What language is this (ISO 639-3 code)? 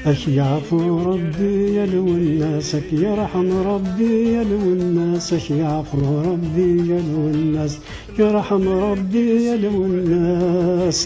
kab